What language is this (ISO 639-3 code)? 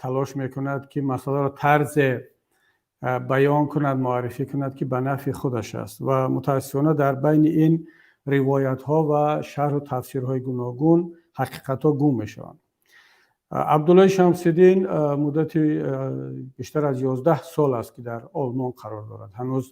tgk